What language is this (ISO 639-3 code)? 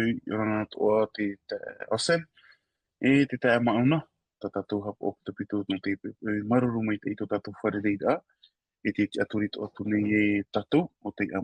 tah